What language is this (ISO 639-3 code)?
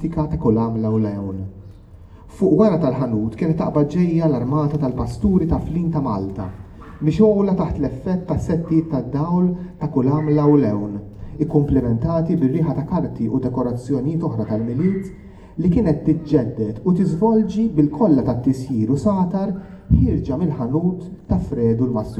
mlt